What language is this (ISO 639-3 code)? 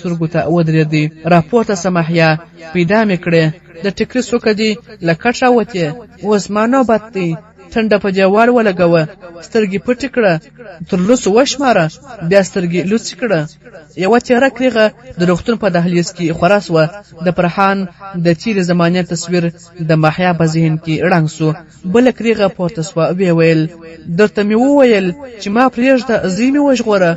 pus